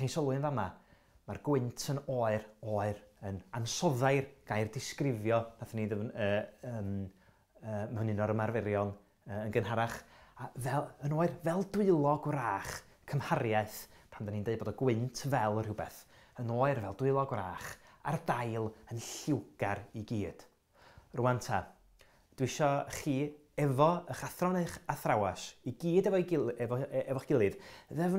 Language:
Welsh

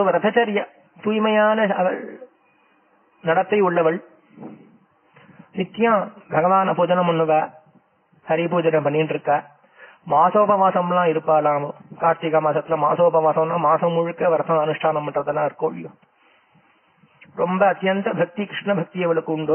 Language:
Tamil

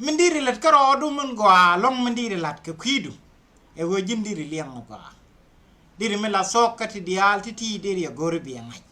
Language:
Nuer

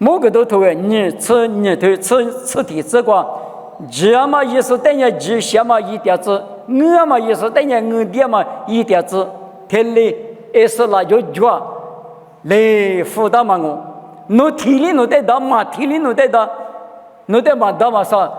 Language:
Lisu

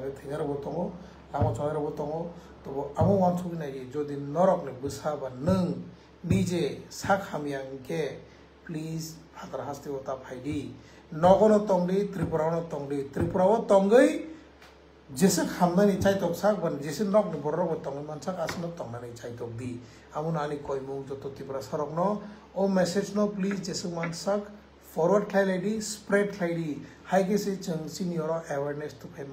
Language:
Riang (India)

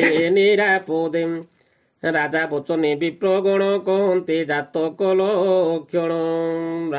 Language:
Odia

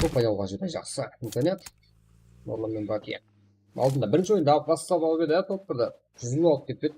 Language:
Kara-Kalpak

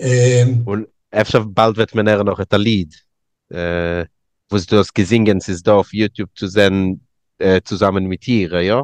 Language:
Yiddish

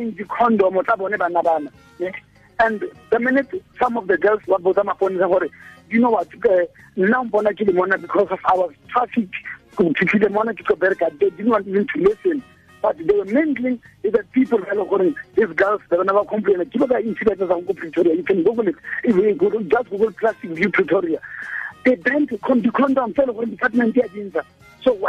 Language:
Tswana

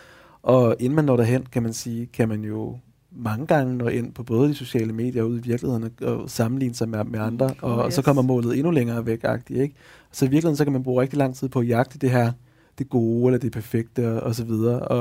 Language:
Danish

